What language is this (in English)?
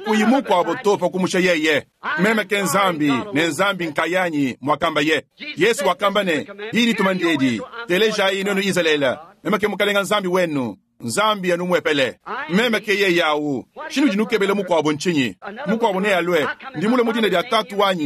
Luba-Lulua